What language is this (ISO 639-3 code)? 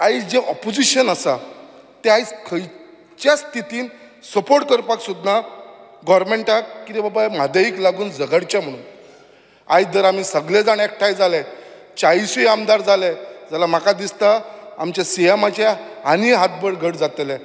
kok